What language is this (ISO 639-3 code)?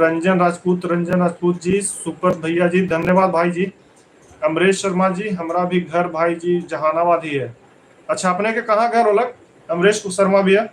mag